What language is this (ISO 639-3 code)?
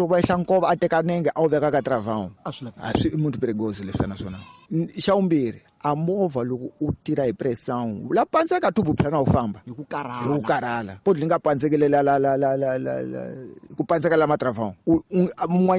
tso